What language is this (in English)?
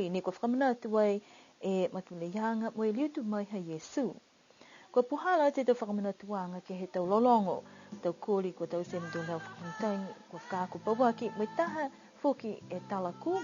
Niuean